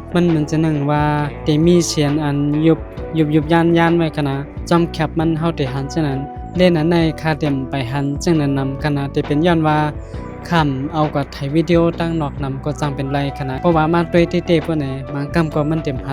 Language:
Shan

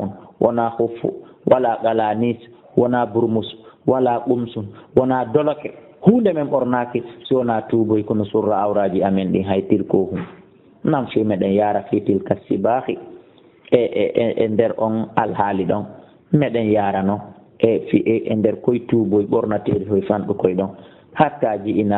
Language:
Fula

